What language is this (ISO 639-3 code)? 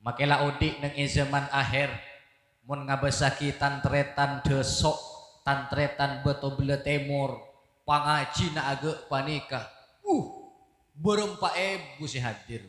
mad